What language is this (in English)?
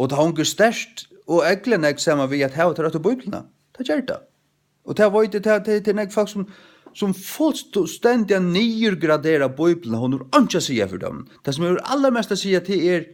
Faroese